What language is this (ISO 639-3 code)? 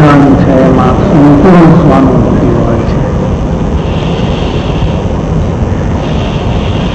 guj